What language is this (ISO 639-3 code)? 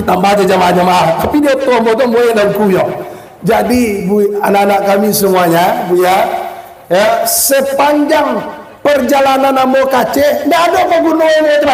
min